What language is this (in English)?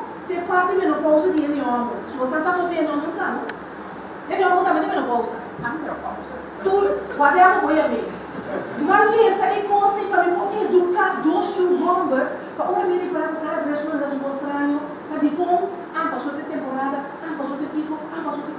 Papiamento